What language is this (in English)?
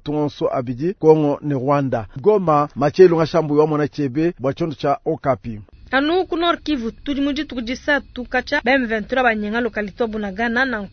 Luba-Lulua